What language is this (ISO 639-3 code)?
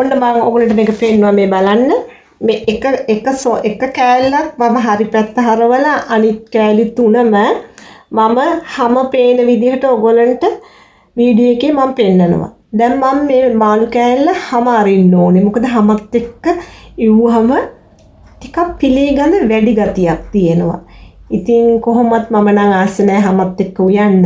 sin